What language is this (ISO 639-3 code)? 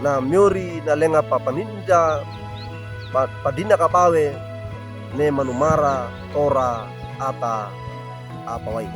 wew